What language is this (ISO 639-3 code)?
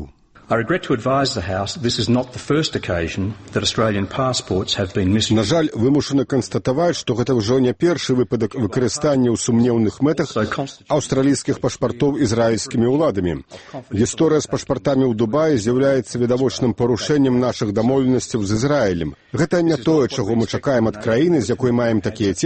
bel